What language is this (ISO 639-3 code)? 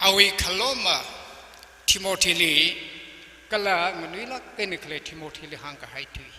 nmf